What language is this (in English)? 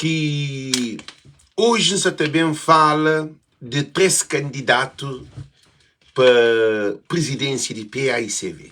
Kabuverdianu